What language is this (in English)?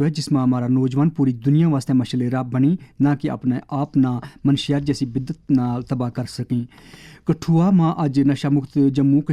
Gujari